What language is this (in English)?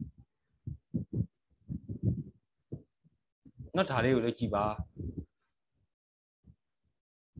Burmese